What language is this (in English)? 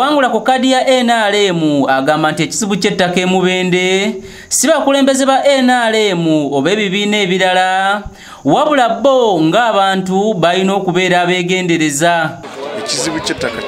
Ganda